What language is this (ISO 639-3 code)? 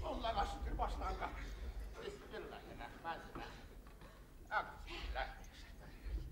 bak